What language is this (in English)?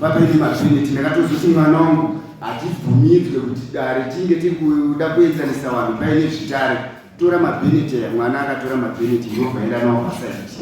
Shona